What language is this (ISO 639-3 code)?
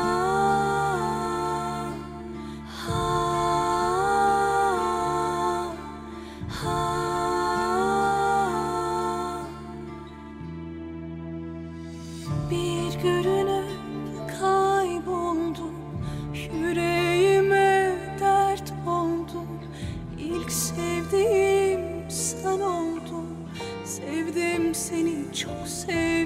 tur